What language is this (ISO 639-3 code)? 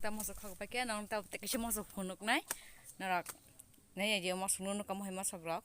trp